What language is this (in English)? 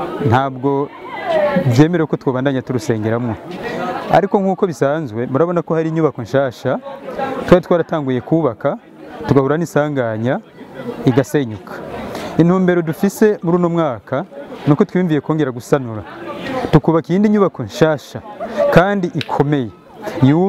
Rundi